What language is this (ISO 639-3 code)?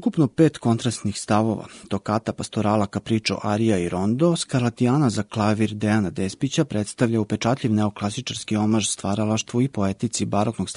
srp